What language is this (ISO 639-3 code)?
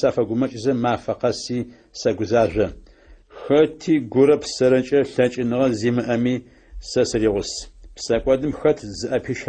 ady